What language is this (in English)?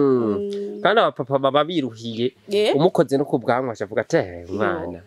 Rundi